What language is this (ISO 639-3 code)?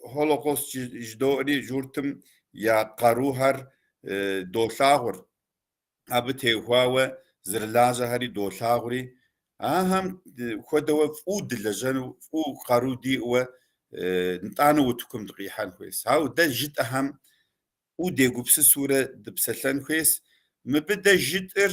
kbd